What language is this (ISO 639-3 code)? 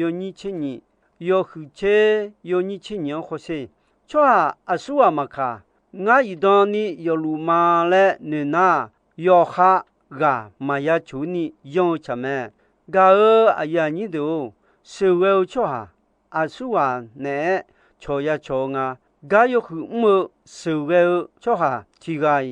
ahk